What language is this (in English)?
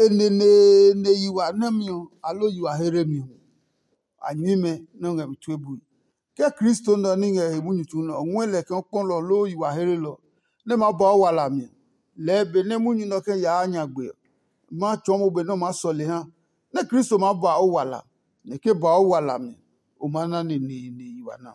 Adangme